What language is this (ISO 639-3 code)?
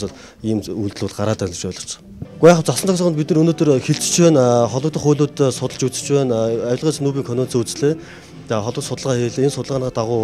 mon